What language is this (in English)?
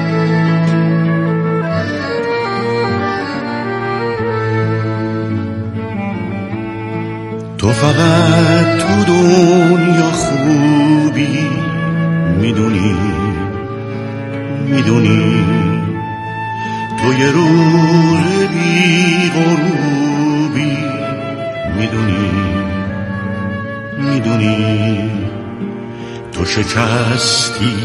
Persian